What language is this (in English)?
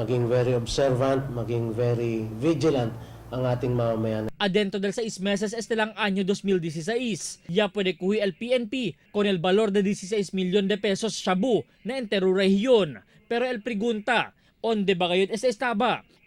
Chavacano